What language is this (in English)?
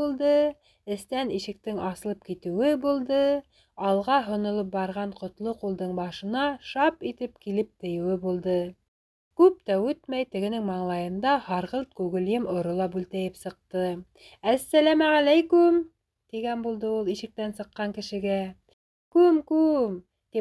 Bashkir